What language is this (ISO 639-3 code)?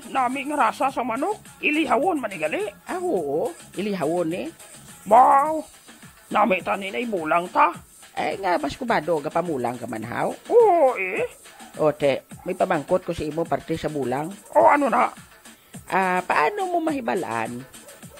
hil